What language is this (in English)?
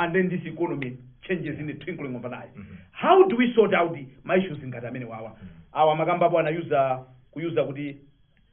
Nyanja